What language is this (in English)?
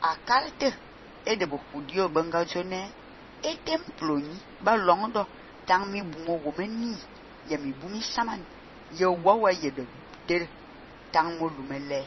Fang